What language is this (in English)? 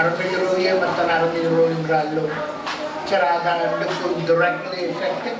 Marshallese